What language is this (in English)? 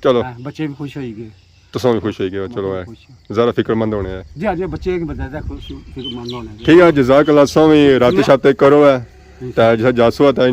Pahari-Potwari